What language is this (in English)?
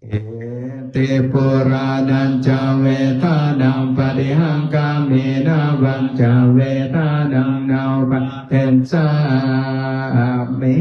Pali